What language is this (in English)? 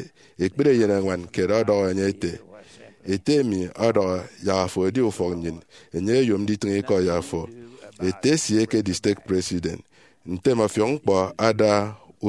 Efik